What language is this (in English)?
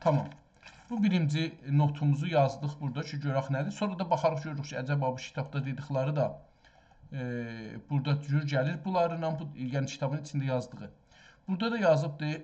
South Azerbaijani